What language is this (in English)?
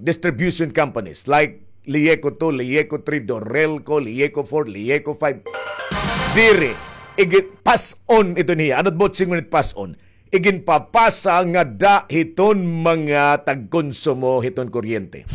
Waray